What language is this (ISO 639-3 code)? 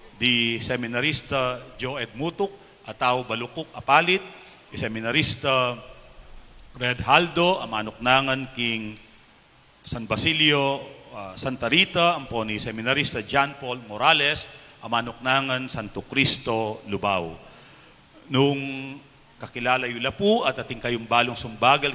pam